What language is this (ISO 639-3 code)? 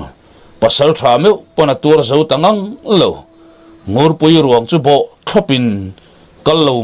lus